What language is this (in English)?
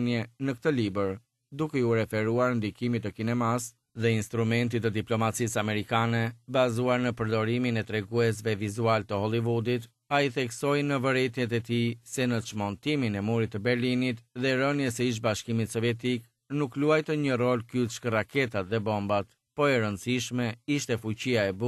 Albanian